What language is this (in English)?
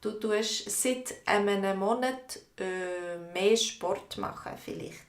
Swiss German